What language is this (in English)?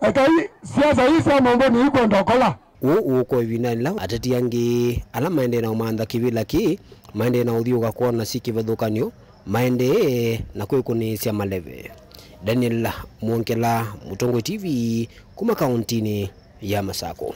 Kamba